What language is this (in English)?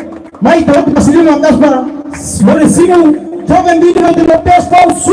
Tetum